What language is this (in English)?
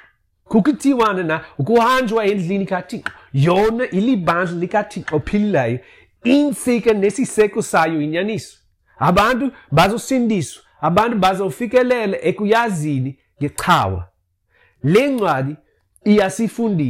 Xhosa